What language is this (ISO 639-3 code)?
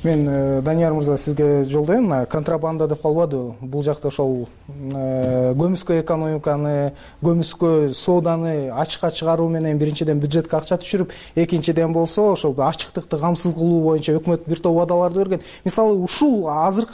kir